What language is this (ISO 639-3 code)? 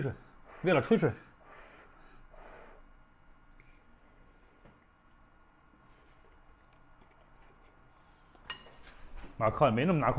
zho